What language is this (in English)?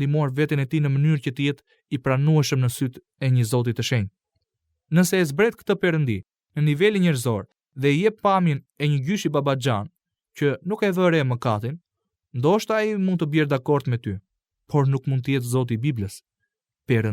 Albanian